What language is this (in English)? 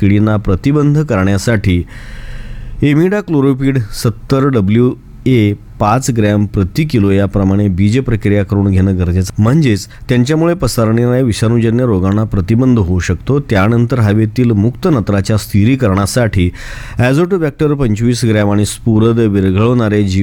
Marathi